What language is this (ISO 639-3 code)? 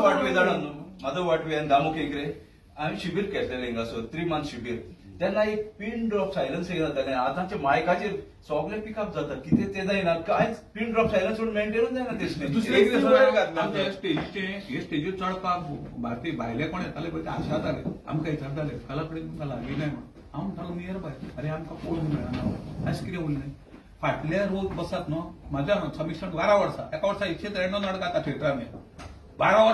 kok